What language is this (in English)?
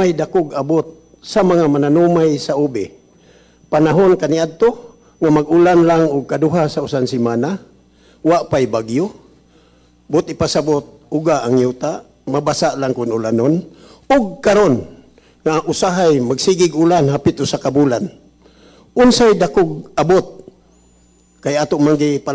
Cebuano